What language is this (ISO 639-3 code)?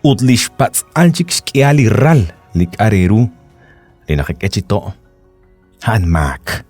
kek